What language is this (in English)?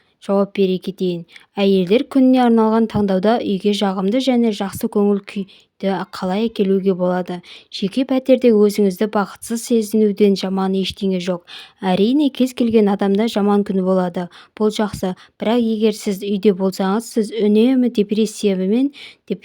Kazakh